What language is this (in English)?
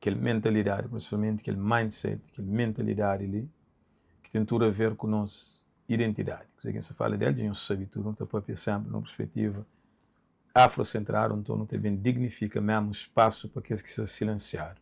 Kabuverdianu